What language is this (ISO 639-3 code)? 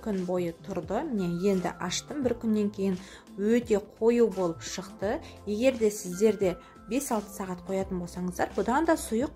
kaz